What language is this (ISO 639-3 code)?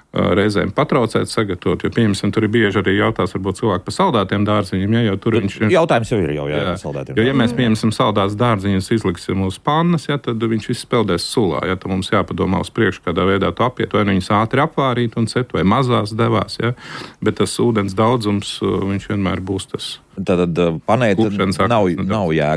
lav